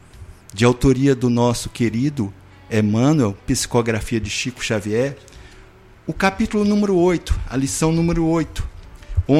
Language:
Portuguese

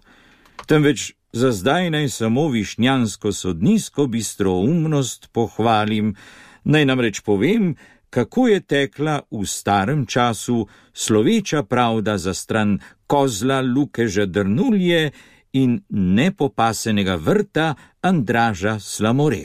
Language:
Slovenian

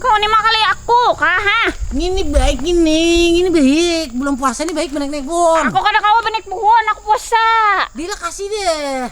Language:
Banjar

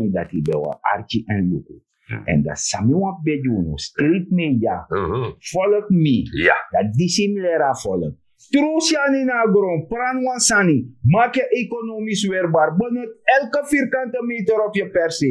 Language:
Sranan Tongo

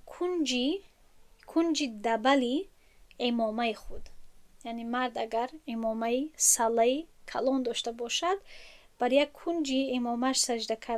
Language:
Tajik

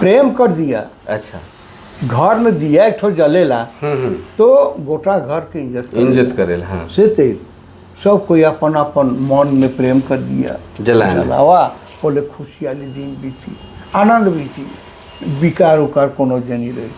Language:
Sadri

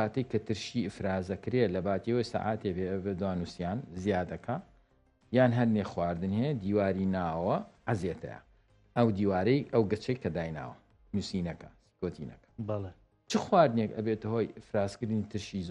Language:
Central Kurdish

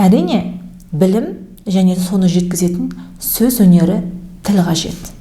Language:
Kazakh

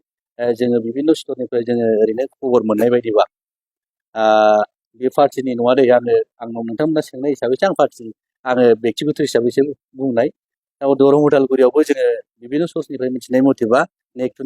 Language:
Bodo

